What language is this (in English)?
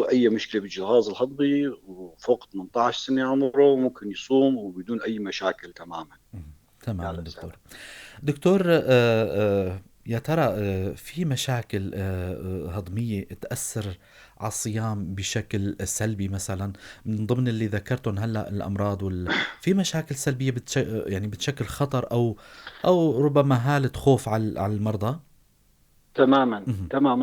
North Levantine Arabic